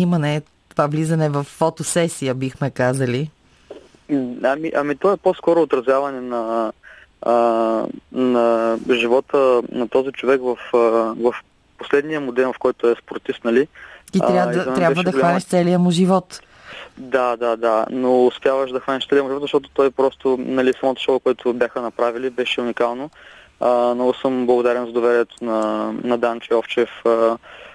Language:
Bulgarian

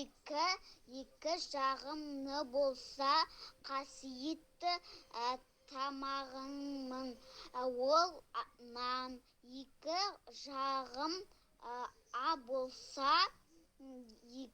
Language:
Kazakh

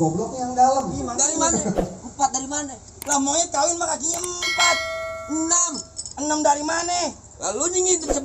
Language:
Betawi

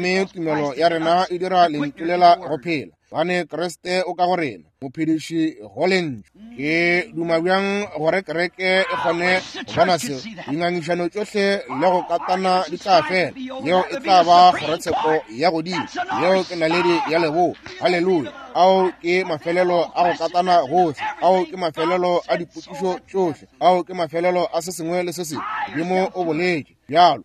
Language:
Northern Sotho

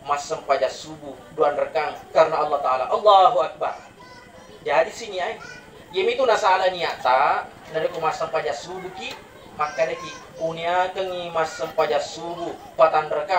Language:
Buginese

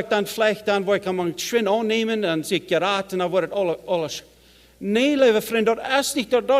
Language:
Plautdietsch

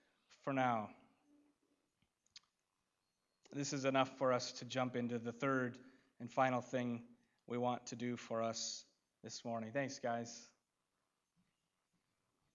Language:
English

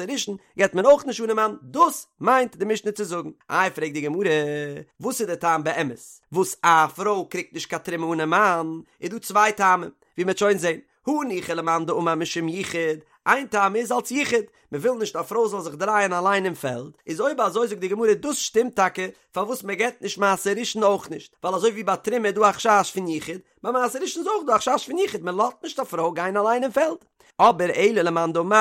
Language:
Yiddish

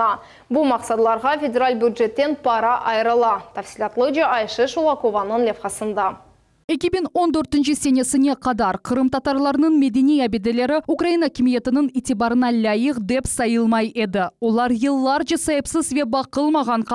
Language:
Crimean Tatar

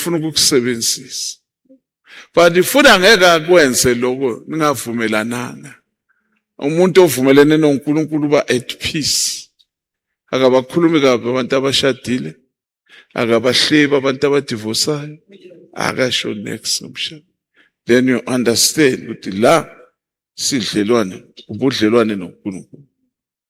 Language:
Zulu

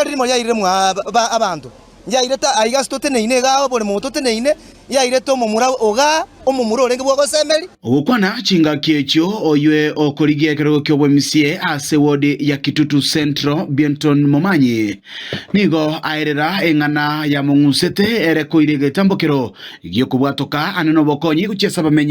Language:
Gusii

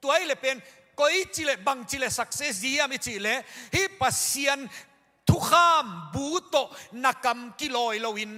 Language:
Tedim Chin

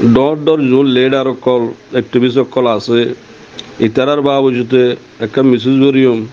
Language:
Rohingya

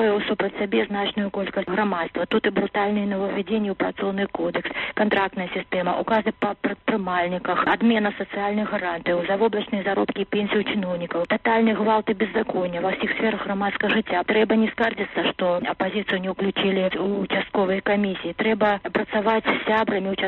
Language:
Belarusian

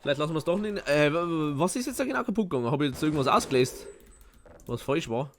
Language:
Bavarian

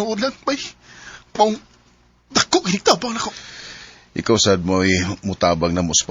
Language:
Cebuano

